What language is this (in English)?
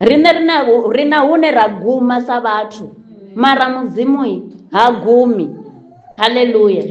Venda